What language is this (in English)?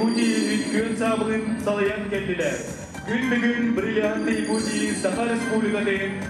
Yakut